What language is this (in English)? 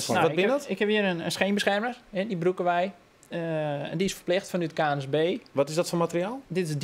Western Frisian